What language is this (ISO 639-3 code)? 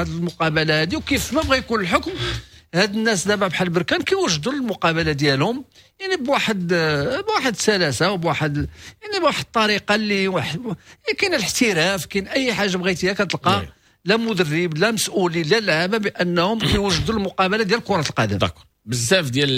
ary